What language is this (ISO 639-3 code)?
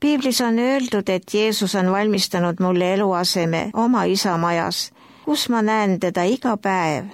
est